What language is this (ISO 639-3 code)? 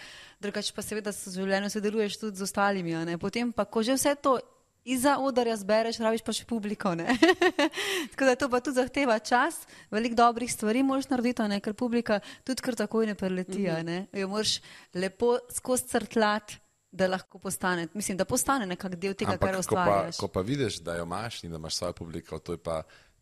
slv